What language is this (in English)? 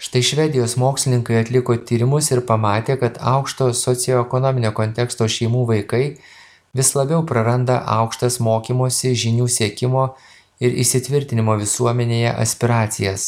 Lithuanian